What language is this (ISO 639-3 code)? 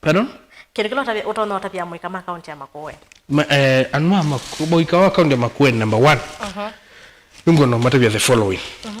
kam